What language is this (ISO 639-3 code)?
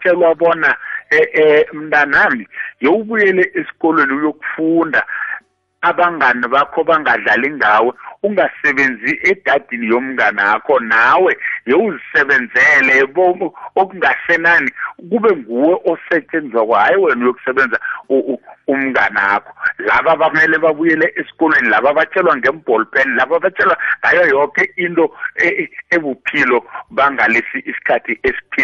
nbl